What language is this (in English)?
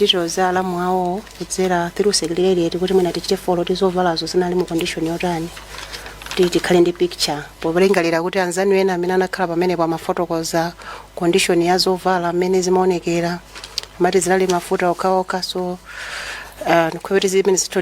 Nyanja